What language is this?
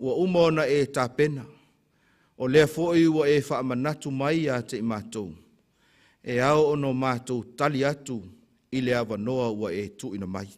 Samoan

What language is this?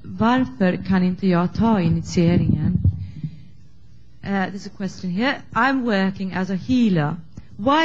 Swedish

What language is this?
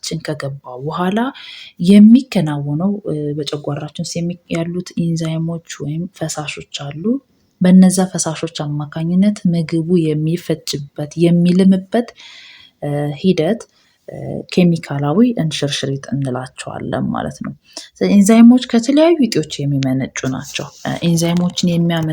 Amharic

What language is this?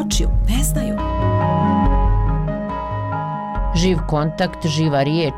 Croatian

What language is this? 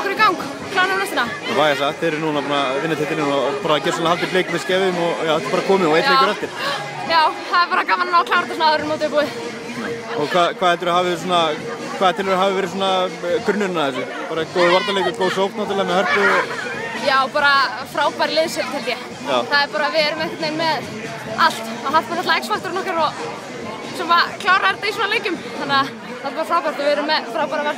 Icelandic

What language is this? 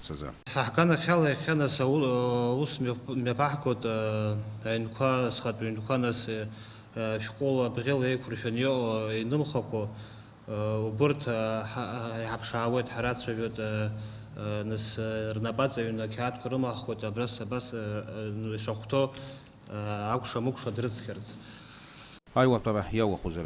Abkhazian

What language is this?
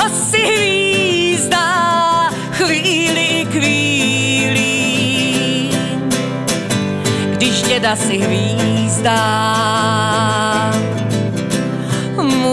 Czech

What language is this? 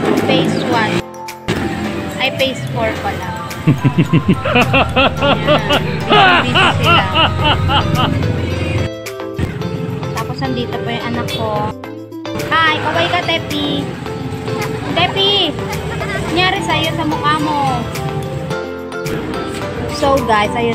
Filipino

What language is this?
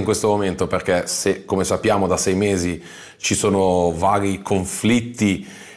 Italian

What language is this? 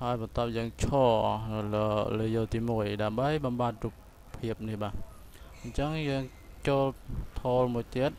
Khmer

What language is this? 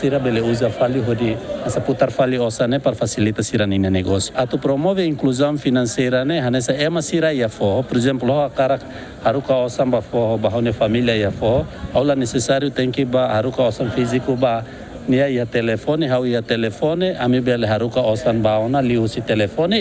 Tetum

